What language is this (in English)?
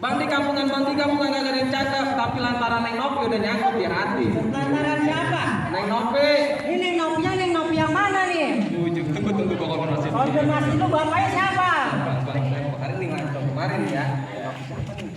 Betawi